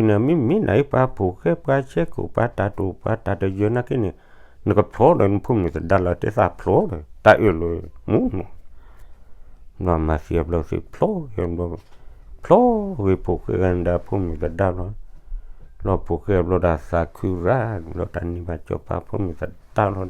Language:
S'gaw Karen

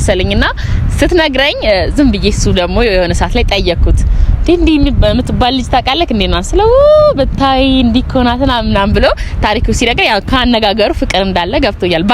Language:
Amharic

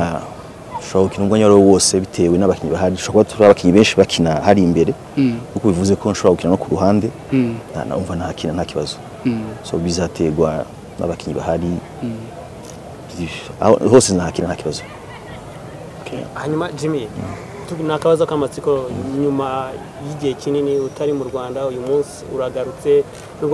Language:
Kinyarwanda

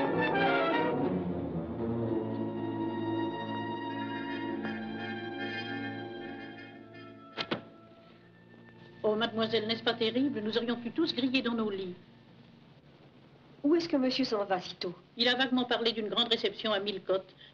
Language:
French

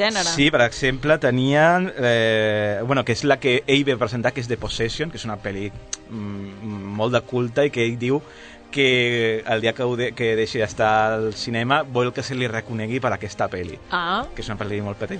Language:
Catalan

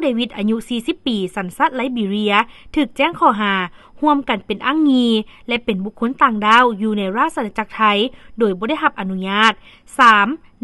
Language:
Lao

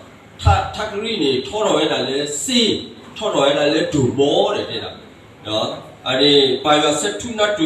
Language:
S'gaw Karen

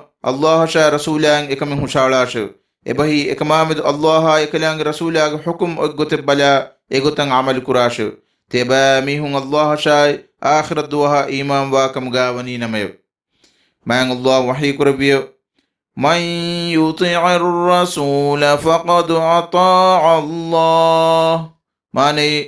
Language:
Divehi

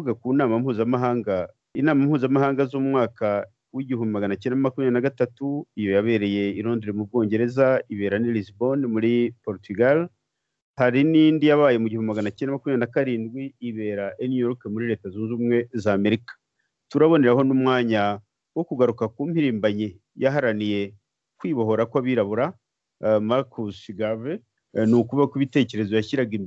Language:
Kinyarwanda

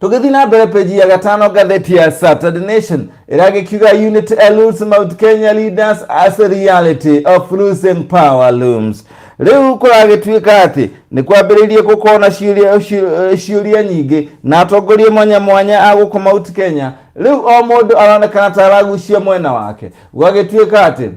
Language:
Kikuyu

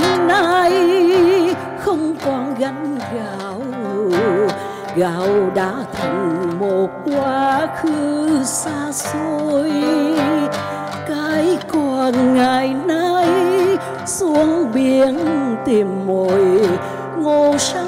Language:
Vietnamese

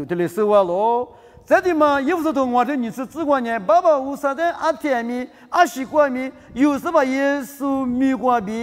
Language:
Lisu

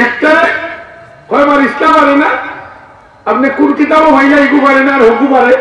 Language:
Sylheti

